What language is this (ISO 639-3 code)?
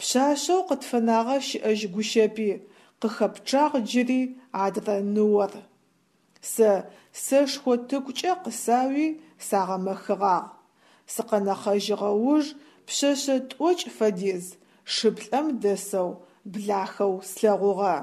ady